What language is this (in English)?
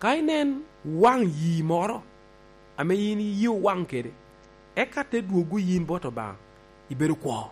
Lango (Uganda)